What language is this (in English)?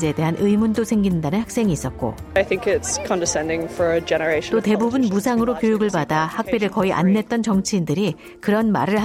Korean